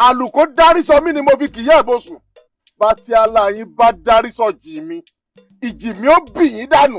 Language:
Yoruba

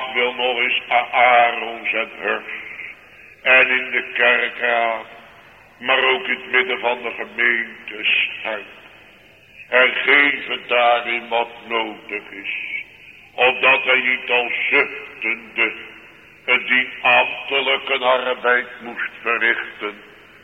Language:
Dutch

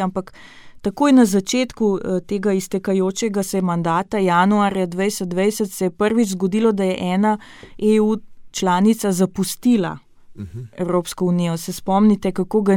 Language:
Slovenian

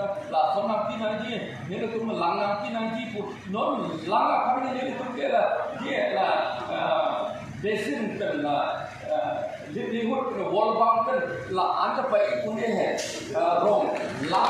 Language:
Karbi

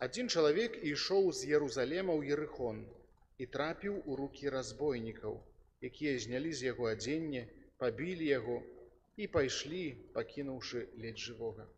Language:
Belarusian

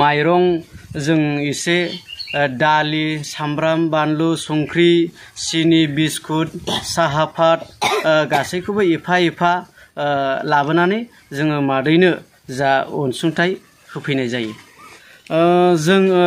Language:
Bodo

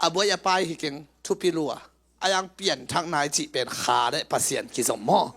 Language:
Tedim Chin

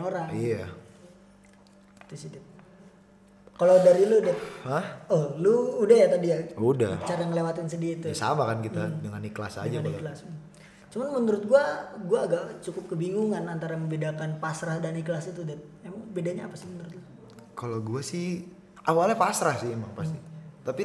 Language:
Indonesian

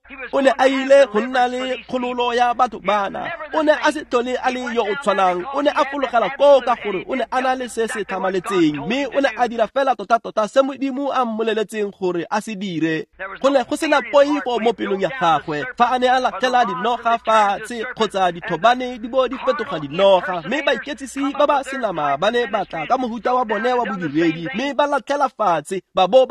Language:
Tswana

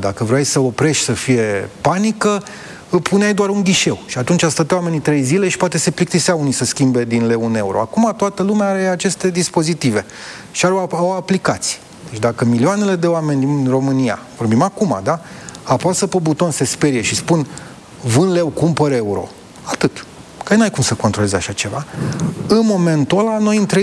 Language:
Romanian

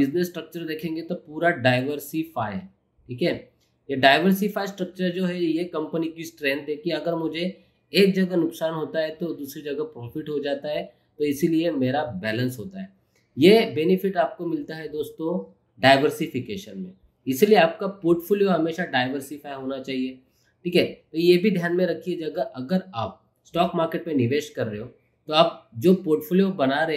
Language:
Hindi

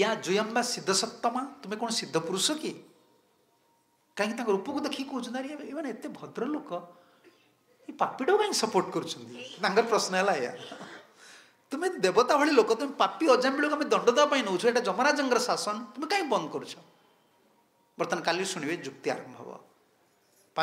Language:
Odia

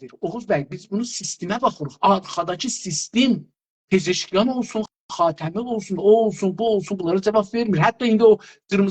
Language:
South Azerbaijani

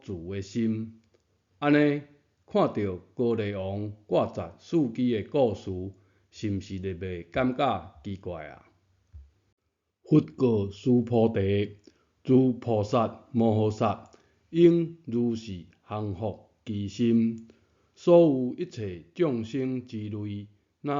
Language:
Min Nan Chinese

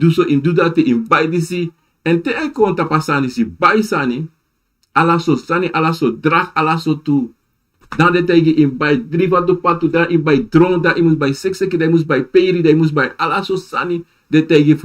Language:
Sranan Tongo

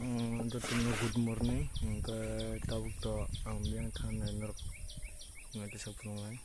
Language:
Kok Borok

